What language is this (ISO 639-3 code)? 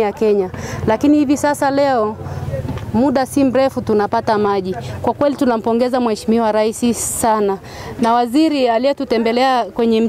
swa